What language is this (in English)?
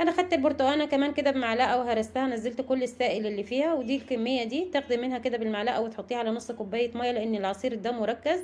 Egyptian Arabic